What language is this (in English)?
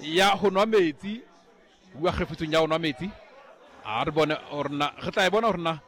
Southern Sotho